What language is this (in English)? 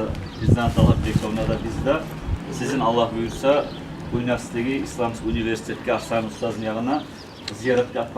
Kumyk